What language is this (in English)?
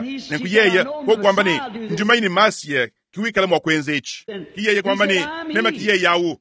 Luba-Lulua